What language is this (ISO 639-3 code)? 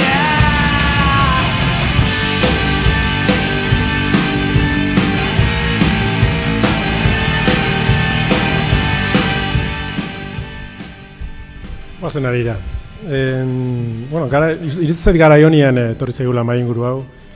eus